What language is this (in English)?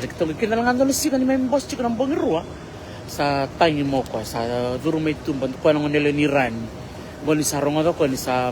Fijian